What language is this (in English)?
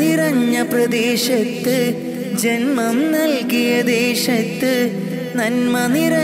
Malayalam